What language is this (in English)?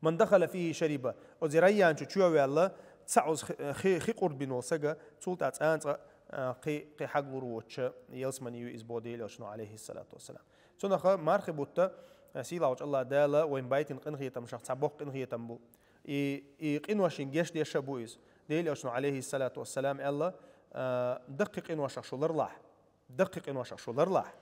Chechen